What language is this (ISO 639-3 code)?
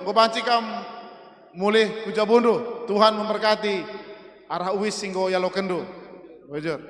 btx